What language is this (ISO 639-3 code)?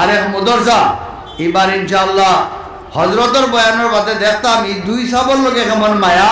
syl